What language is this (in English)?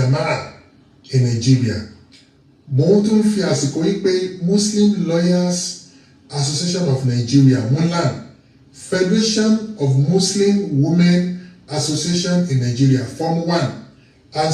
Yoruba